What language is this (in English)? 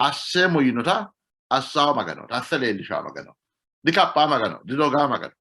Sidamo